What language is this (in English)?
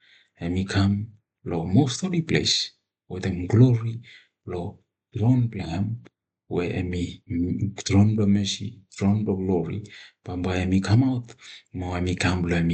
Bislama